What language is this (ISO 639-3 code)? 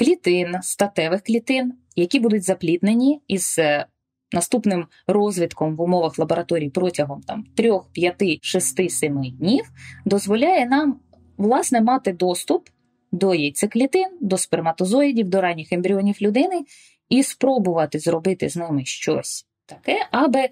ukr